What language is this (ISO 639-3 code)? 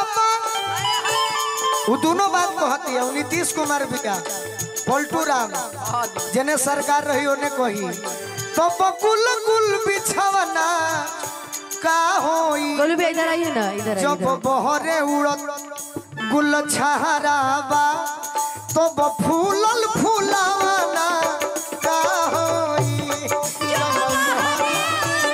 bho